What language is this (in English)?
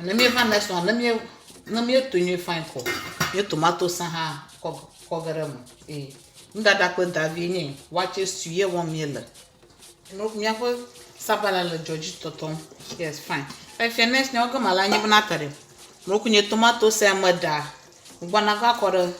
Ewe